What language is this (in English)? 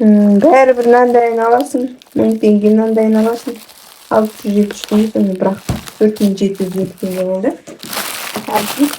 Kazakh